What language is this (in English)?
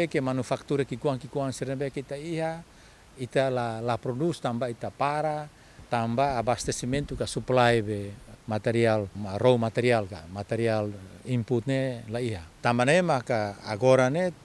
Tetum